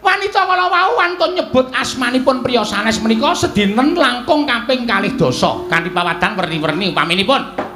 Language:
Javanese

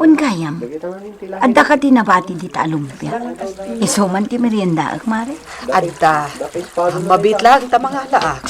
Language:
Iloko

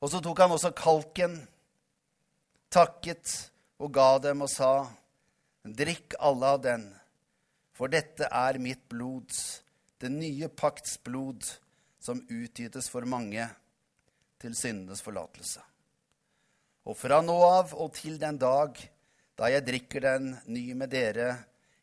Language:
Norwegian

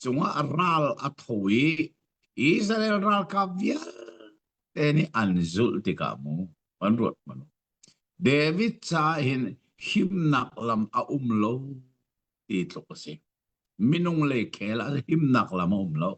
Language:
Hakha Chin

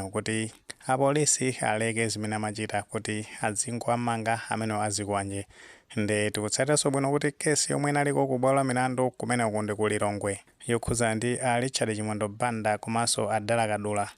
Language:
Nyanja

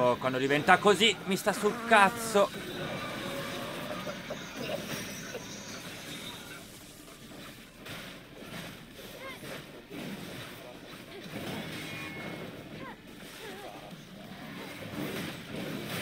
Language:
Italian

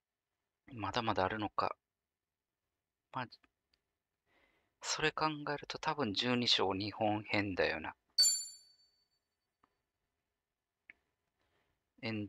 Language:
Japanese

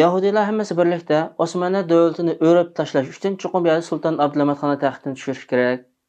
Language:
Uyghur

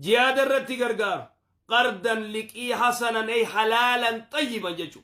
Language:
Oromo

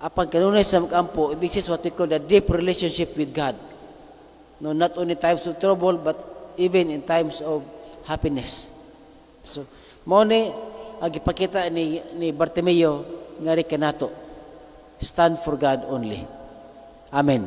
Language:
Cebuano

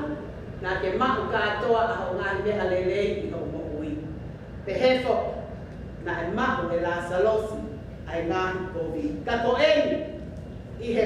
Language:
Tongan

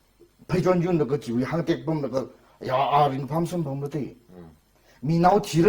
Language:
Tangkhul Naga (India)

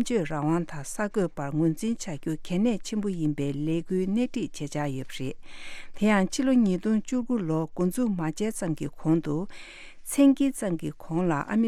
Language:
Tibetan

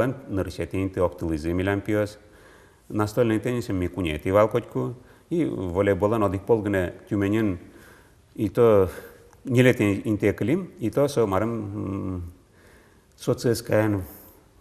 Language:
Udmurt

